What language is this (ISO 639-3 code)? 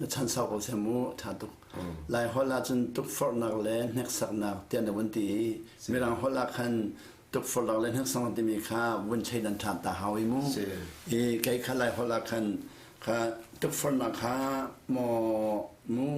cnh